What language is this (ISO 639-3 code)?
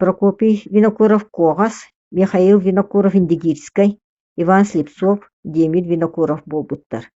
sah